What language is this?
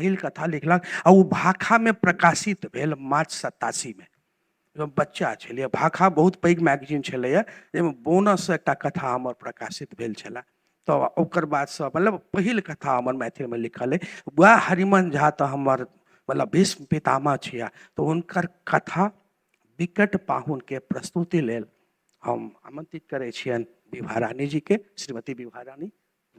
Maithili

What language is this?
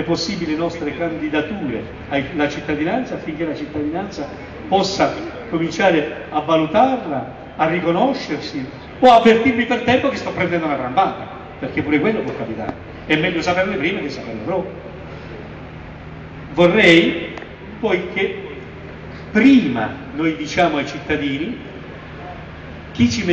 Italian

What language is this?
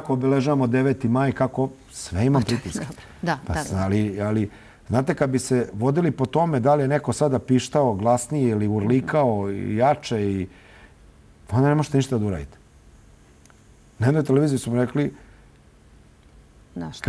Serbian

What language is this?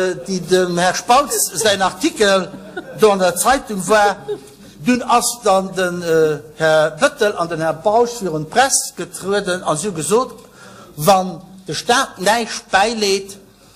Luxembourgish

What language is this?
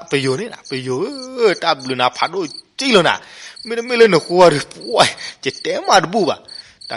S'gaw Karen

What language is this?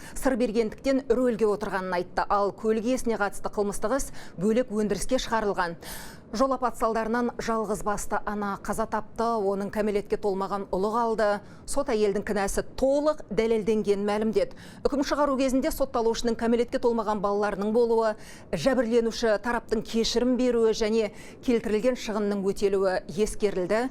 Kazakh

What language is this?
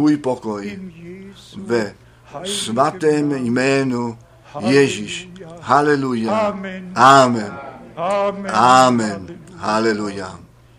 Czech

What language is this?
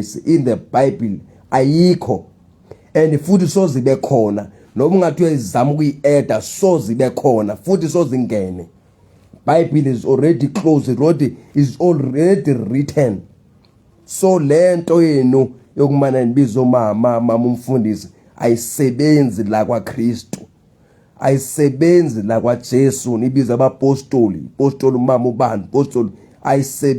Zulu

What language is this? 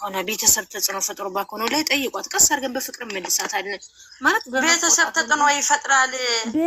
Amharic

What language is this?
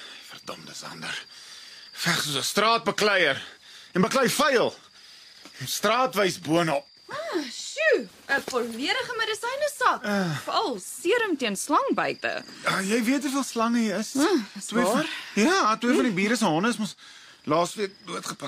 Afrikaans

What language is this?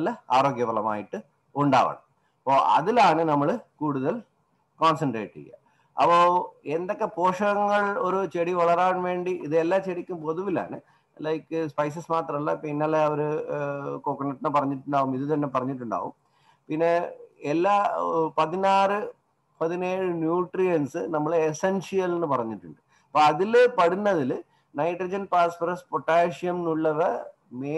Malayalam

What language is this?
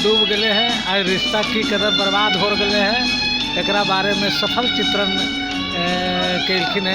Magahi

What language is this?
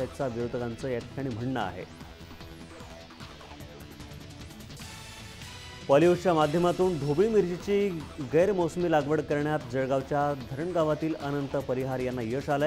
Marathi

